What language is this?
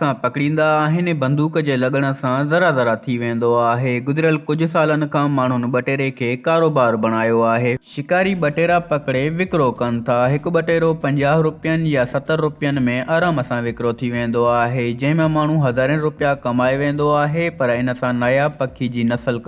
Sindhi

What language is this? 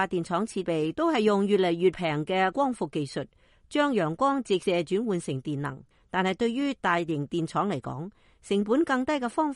Cantonese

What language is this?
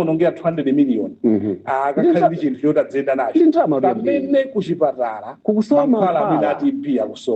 Nyanja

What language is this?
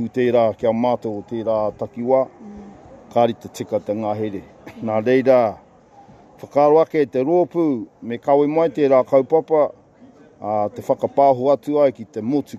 Māori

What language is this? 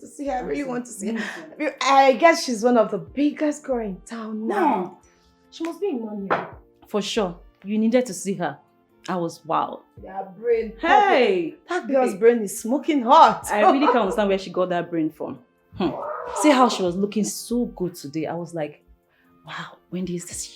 Nigerian Pidgin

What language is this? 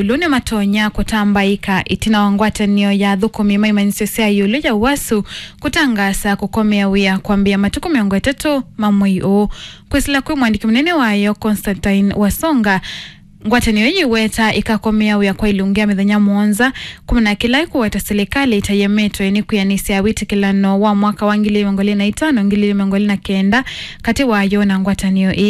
Kamba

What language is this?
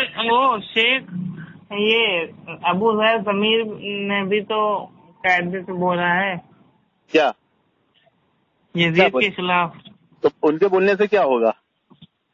Urdu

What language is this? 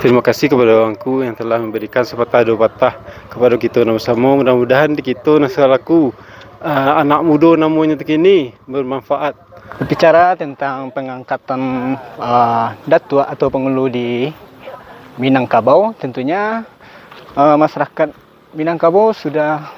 Minangkabau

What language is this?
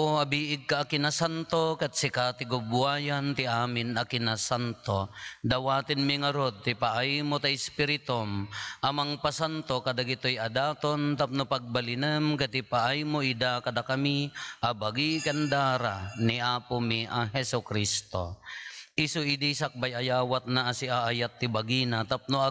Iloko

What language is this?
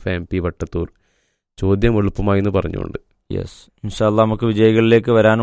Malayalam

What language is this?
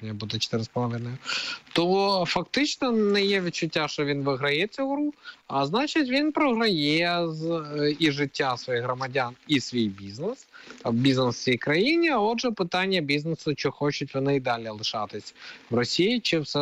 Ukrainian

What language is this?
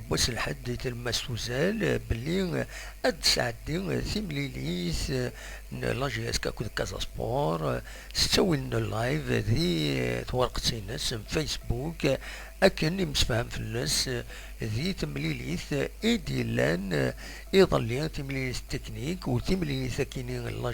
Kabyle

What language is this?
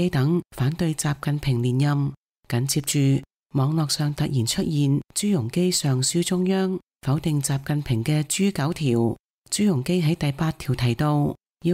Cantonese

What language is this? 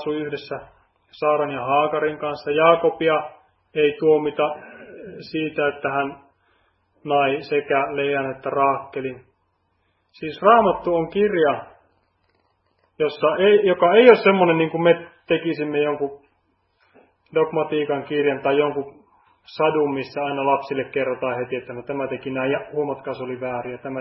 Finnish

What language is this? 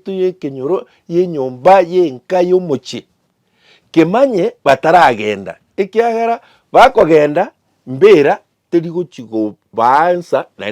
Gusii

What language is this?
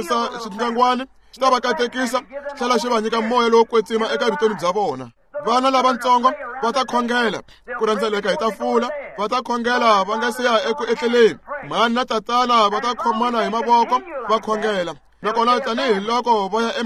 Tsonga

